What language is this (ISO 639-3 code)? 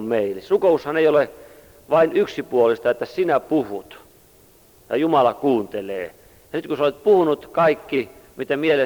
fin